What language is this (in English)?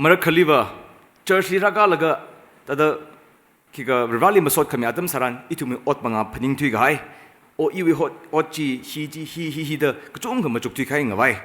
Tangkhul Naga (India)